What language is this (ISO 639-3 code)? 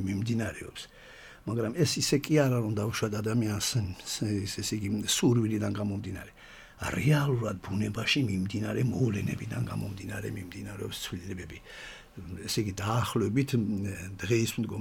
kat